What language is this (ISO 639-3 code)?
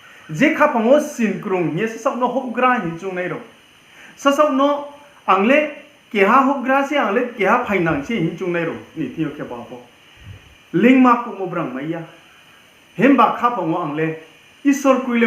ria